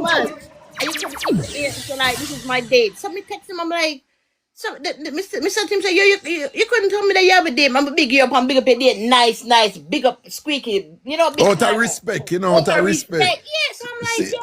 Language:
Jamaican Creole English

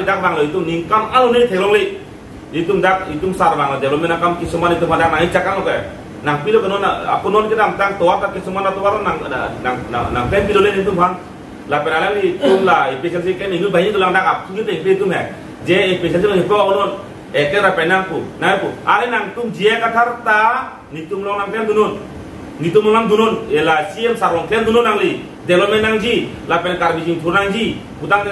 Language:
Karbi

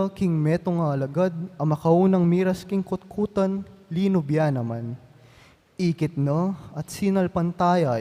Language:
Pampanga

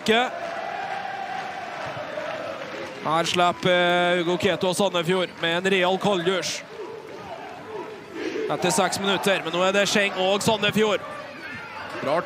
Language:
Norwegian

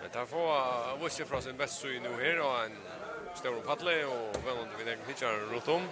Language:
Faroese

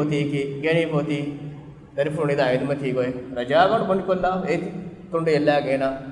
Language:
Divehi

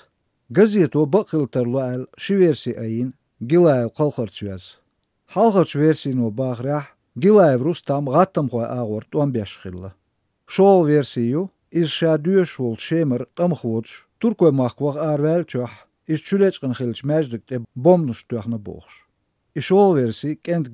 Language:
Slovenian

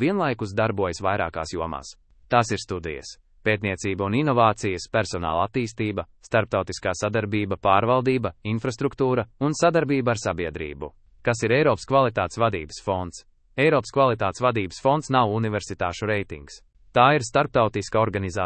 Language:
Latvian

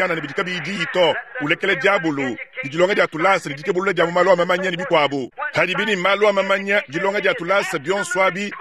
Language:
Luba-Lulua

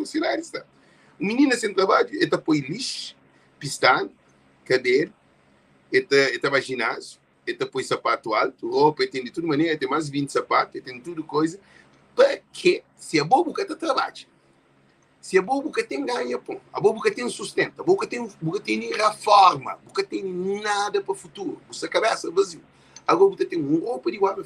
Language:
Kabuverdianu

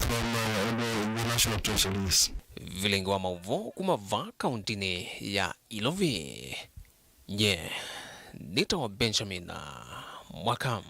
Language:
Kamba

